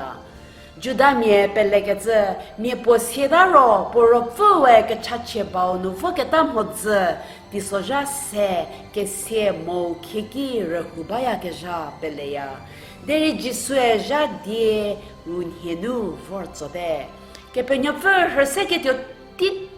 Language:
Angami Naga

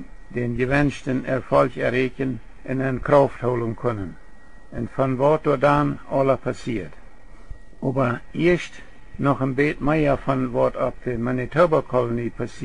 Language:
Plautdietsch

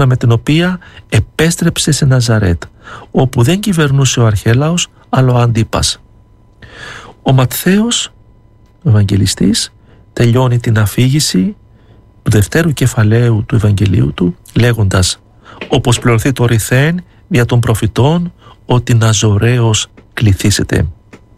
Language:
Greek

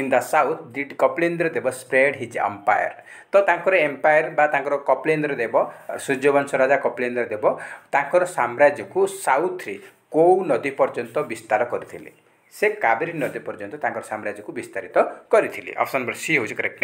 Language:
Odia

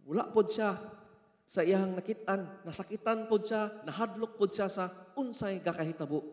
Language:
Cebuano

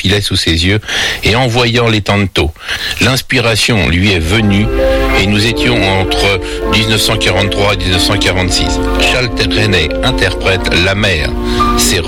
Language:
French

